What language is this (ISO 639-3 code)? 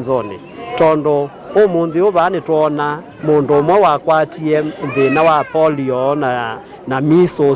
kam